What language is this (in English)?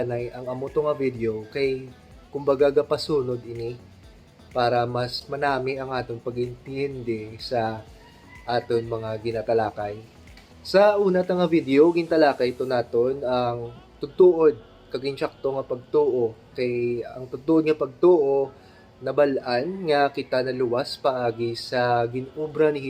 Hiligaynon